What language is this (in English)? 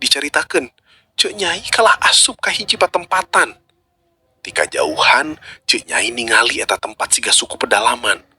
Sundanese